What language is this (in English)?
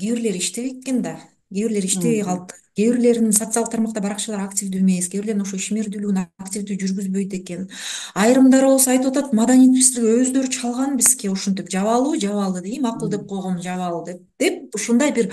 Kyrgyz